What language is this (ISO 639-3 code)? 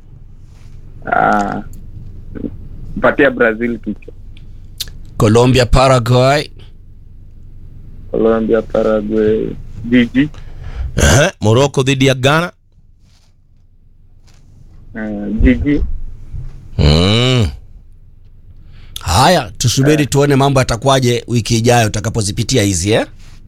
swa